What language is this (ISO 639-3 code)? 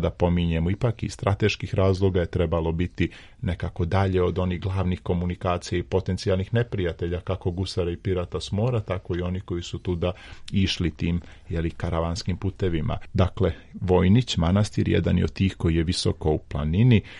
srp